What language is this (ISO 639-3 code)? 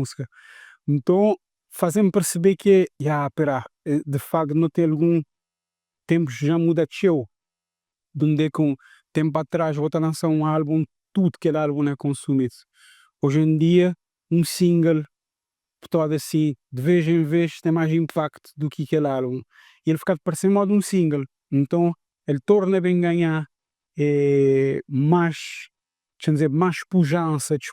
kea